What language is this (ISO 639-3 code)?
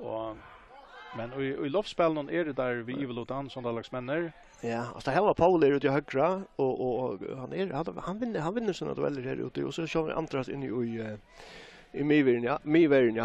fao